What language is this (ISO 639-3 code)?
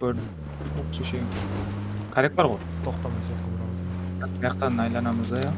kaa